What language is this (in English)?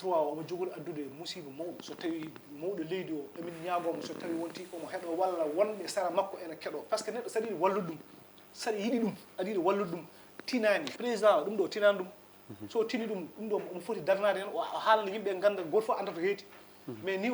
Fula